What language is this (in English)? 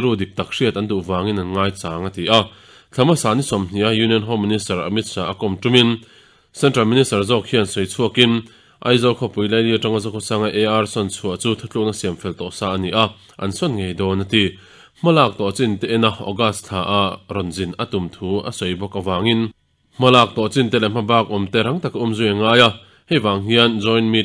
Mizo